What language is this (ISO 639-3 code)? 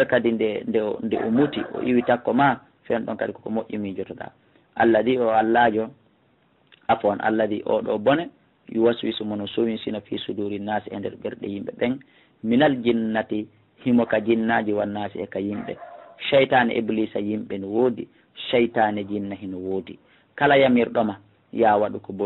ful